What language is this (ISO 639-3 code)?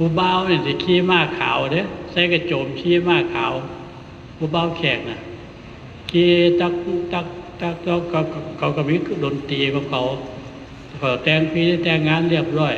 tts